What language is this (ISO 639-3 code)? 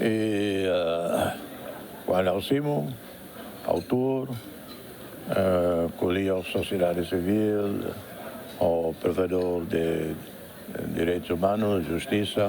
tet